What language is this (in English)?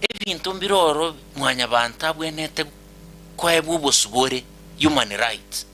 Gusii